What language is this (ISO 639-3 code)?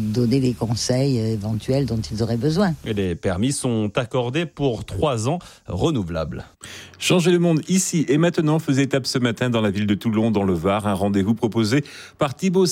fra